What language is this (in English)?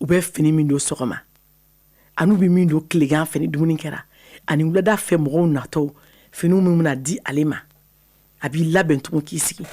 Bambara